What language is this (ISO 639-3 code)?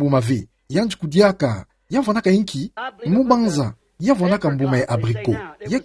ktu